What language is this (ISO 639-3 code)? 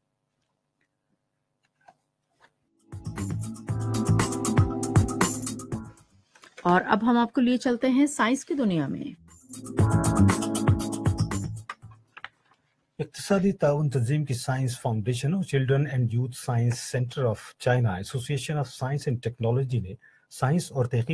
urd